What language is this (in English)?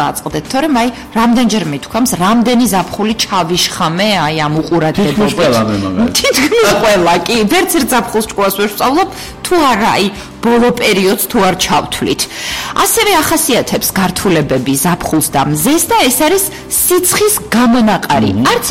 Georgian